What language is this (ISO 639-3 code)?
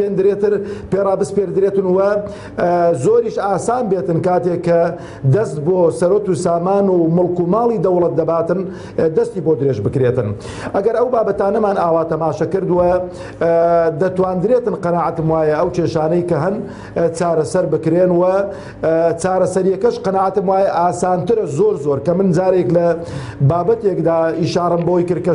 ckb